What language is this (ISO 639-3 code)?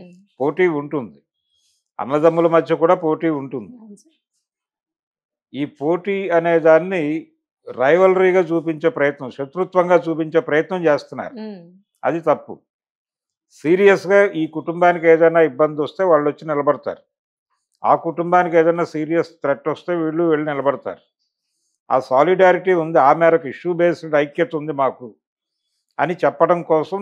tel